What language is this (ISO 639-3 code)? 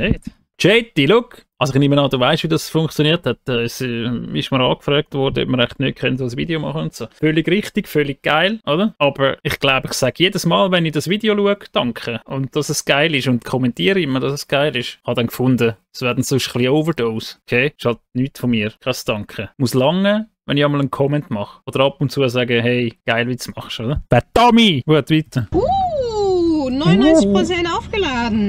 gsw